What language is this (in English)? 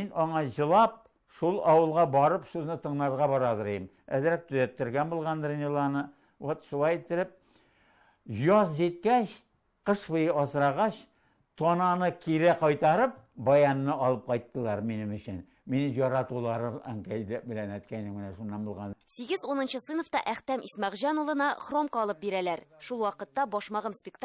Tatar